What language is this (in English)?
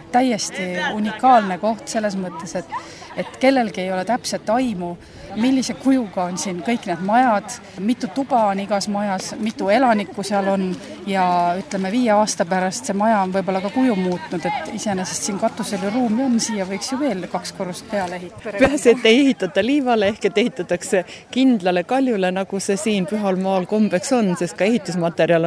Estonian